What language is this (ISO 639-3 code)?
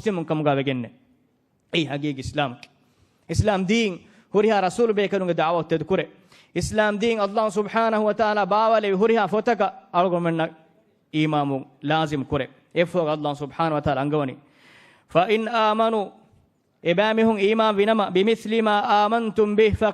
div